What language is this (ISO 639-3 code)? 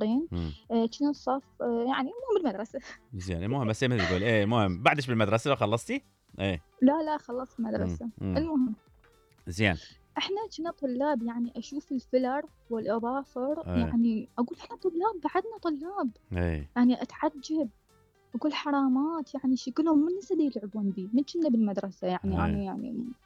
acm